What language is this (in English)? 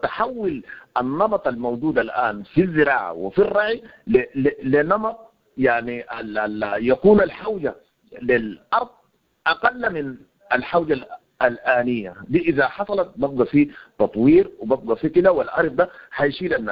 Sudanese Arabic